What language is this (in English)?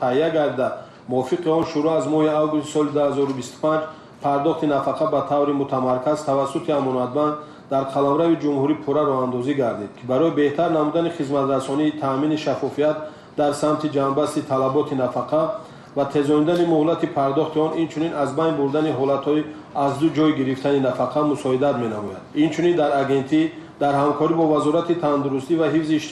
Tajik